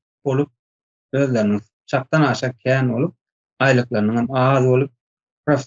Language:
Turkmen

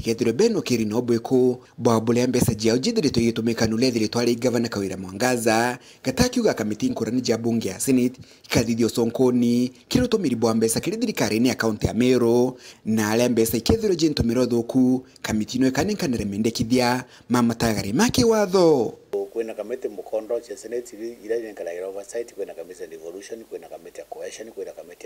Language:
Meru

